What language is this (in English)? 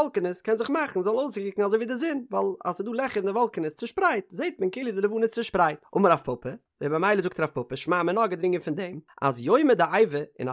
Yiddish